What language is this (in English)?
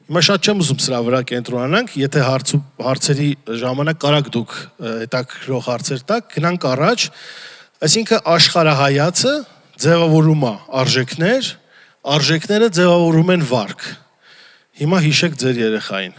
Armenian